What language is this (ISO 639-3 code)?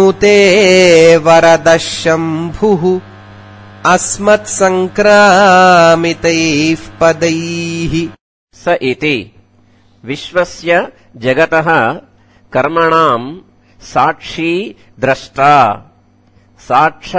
san